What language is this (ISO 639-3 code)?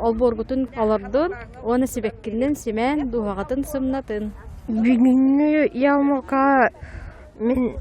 sah